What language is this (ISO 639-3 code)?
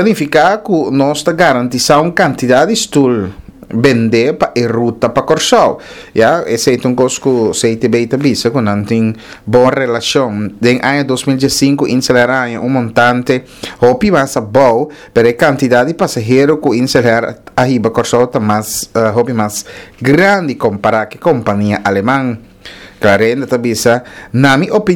pap